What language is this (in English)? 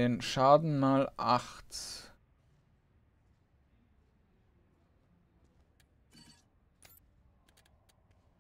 German